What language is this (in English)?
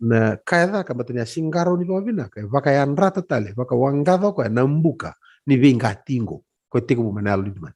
Fijian